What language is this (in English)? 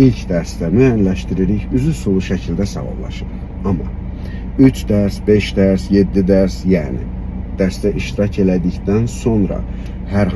Azerbaijani